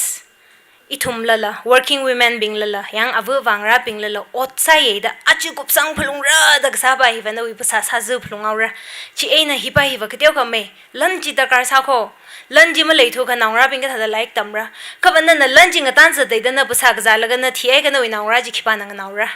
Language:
Tangkhul Naga (India)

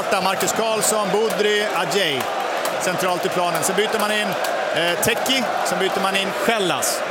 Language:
Swedish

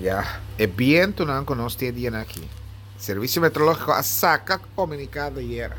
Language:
Papiamento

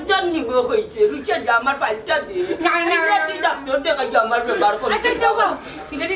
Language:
Sylheti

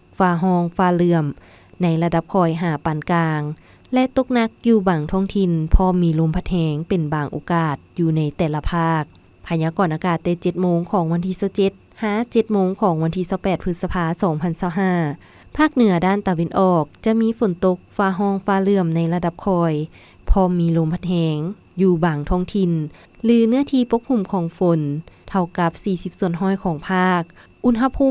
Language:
Lao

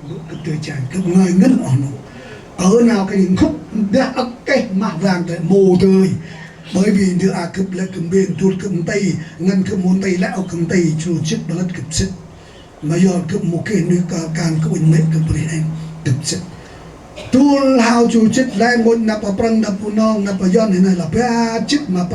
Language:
Central Mnong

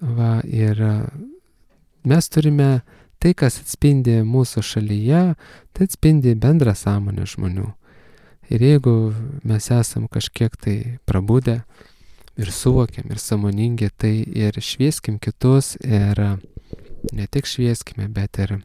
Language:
Lithuanian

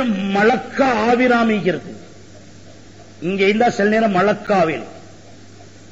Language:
Tamil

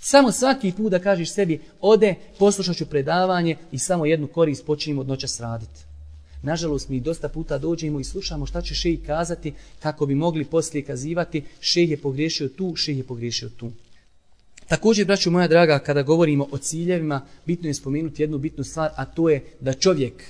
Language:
Bosnian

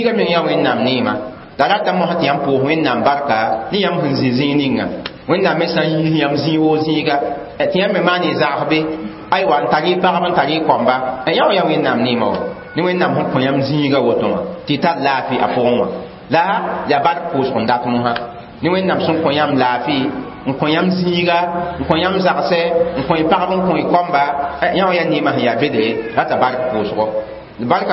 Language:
Mossi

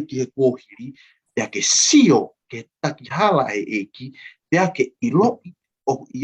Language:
Tongan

